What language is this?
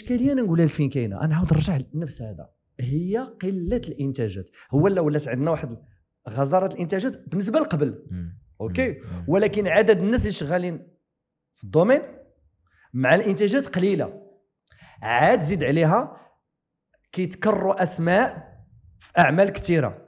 Moroccan Arabic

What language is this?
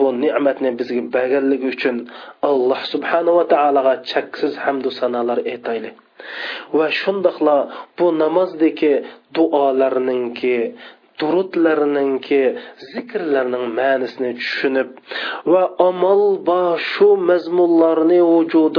Uyghur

